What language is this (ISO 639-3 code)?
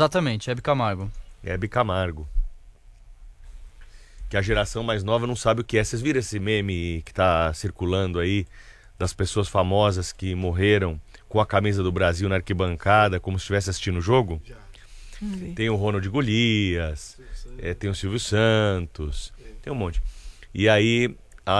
por